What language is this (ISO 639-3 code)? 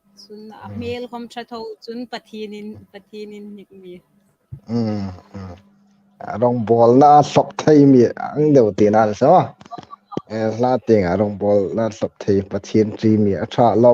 hmr